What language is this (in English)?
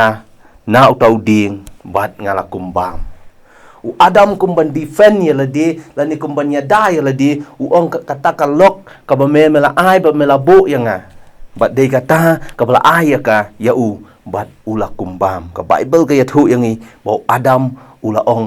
Khasi